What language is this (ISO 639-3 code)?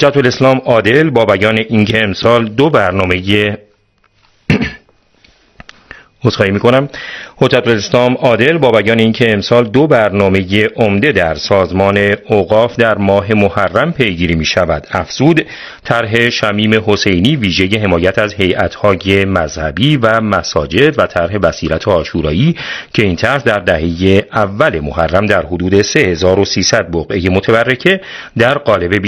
fas